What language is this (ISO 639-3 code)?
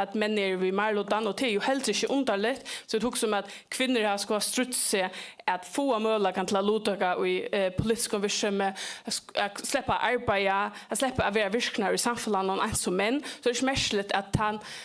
fao